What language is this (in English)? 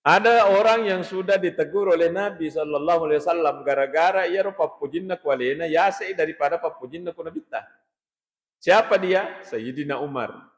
Buginese